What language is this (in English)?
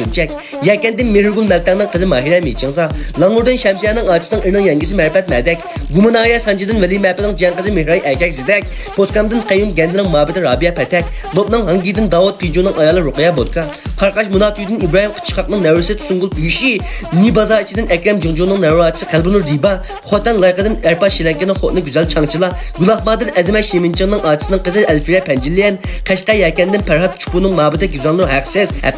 Uyghur